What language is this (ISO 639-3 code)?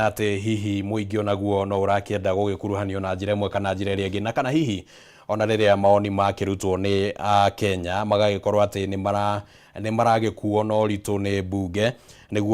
kik